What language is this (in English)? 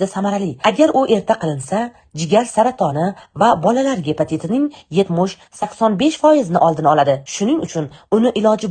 Uzbek